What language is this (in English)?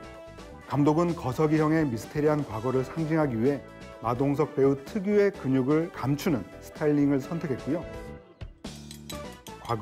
Korean